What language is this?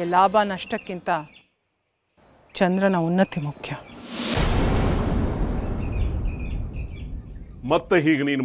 Kannada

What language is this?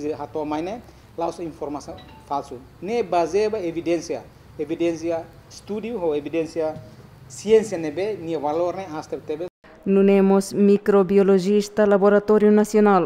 Tetum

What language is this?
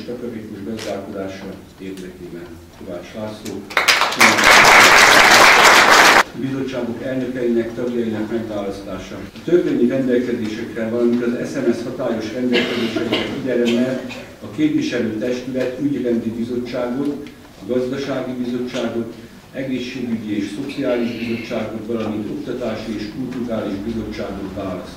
Hungarian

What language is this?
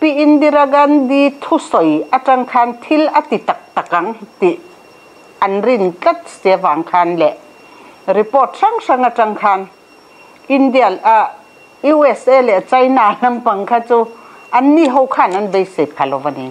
Mizo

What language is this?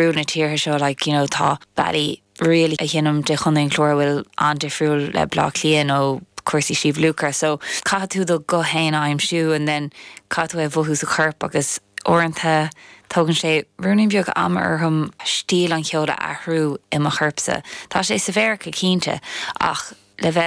Irish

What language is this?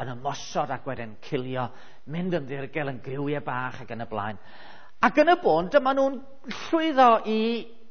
Welsh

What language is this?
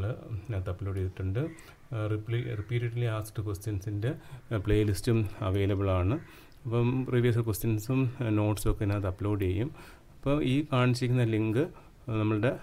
Malayalam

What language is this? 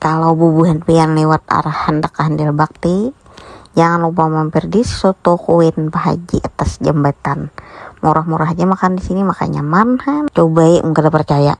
Banjar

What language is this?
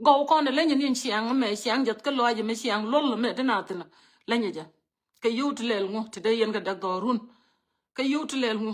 Nuer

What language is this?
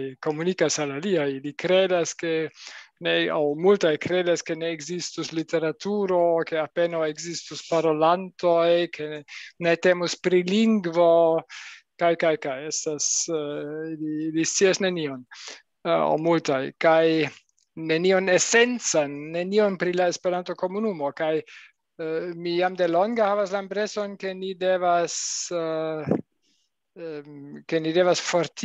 Esperanto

